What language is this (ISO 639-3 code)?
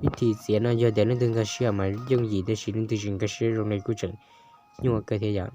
hmn